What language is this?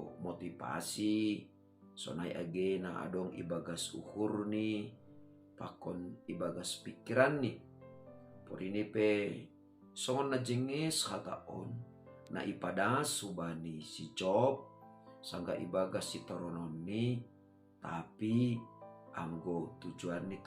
Batak Simalungun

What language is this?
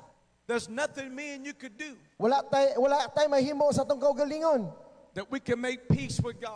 Cebuano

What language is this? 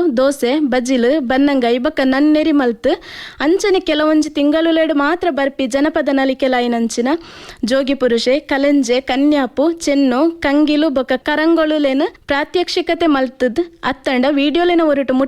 Tulu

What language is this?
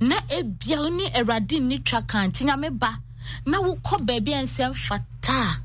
Akan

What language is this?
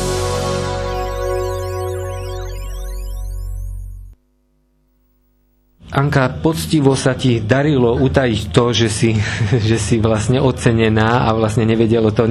Slovak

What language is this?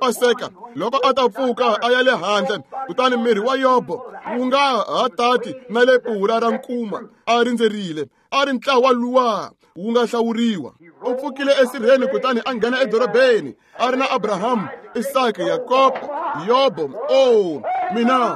Tsonga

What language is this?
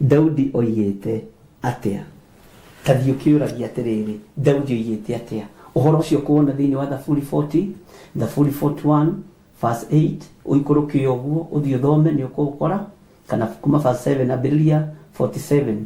Kikuyu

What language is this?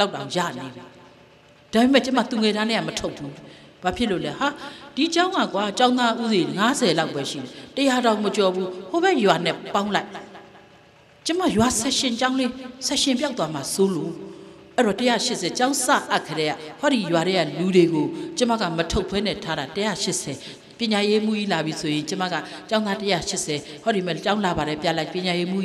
Burmese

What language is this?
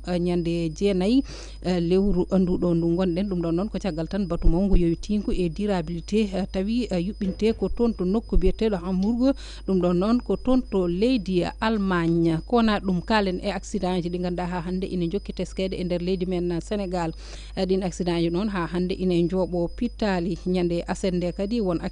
Fula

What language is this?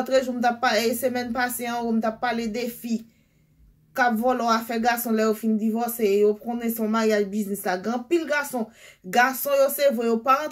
Haitian Creole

